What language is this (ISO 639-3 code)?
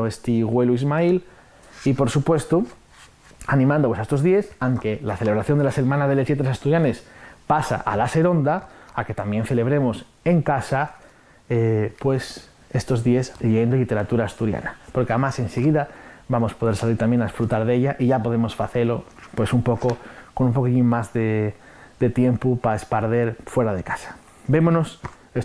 ast